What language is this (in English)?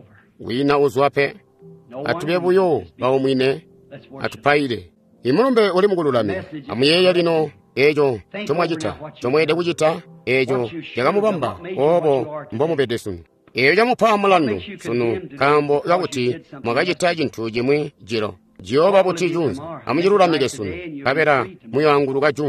Tonga (Zambia)